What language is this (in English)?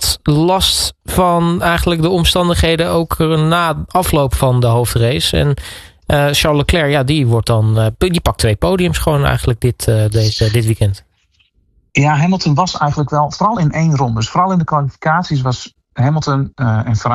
Dutch